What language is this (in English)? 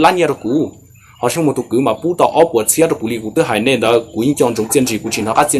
Hmong